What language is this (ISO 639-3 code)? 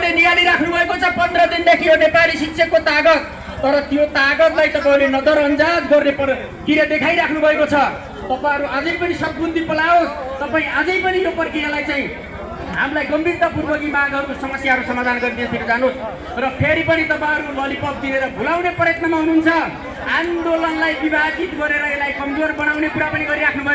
nep